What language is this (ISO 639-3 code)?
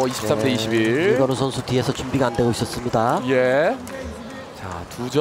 kor